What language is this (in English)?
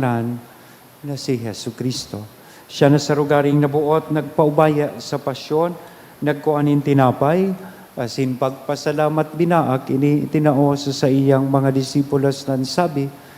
Bikol